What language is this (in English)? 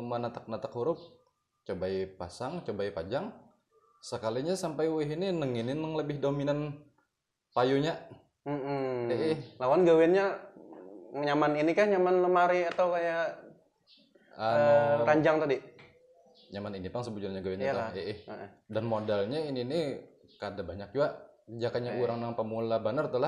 Banjar